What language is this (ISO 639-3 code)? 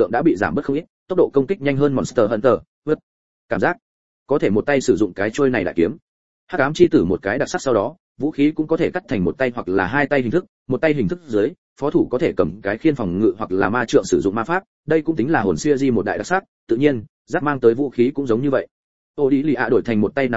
vie